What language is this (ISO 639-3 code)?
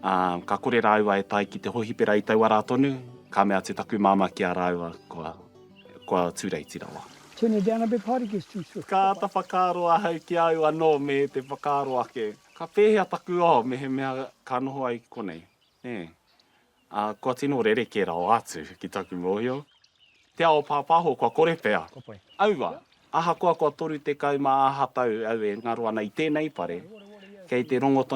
mri